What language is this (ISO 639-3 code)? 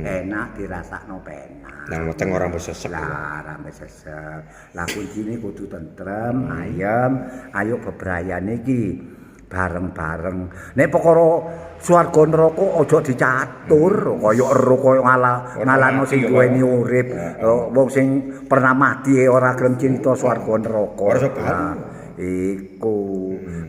jav